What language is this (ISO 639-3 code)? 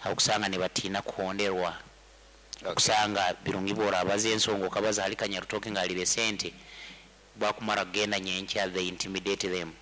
nyo